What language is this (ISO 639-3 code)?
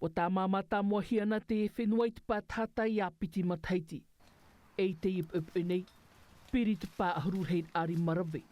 tah